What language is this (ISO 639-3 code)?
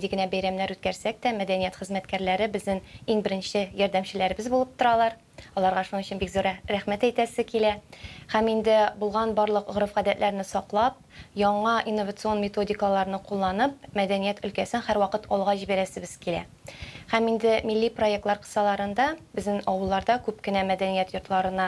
tat